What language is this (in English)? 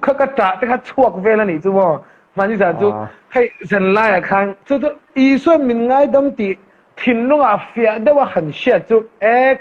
Mizo